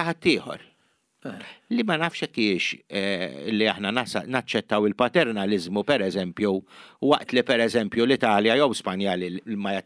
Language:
Maltese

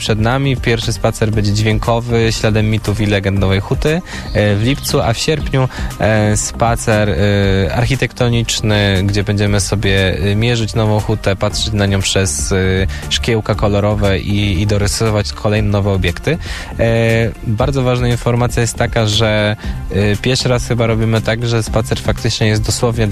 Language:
Polish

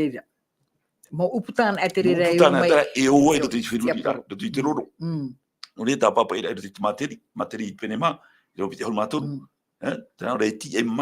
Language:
Tahitian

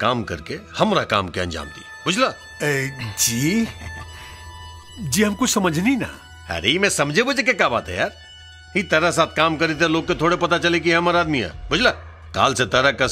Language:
Bhojpuri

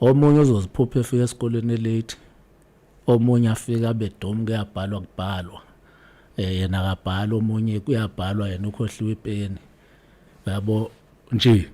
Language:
Zulu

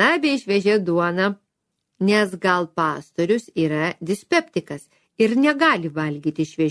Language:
Lithuanian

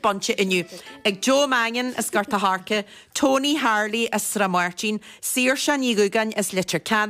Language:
Irish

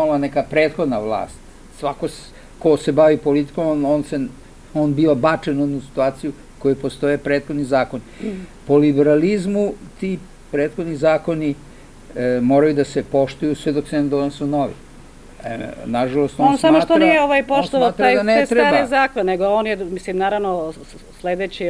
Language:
Serbian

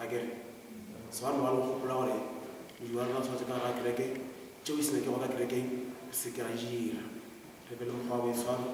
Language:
Northern Sotho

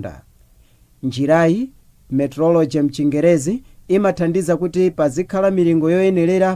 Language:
Nyanja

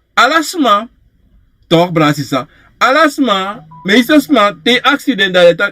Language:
Sranan Tongo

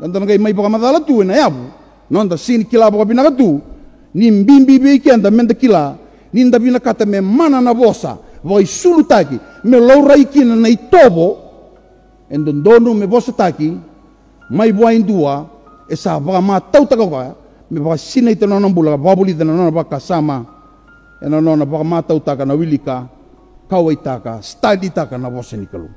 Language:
Fijian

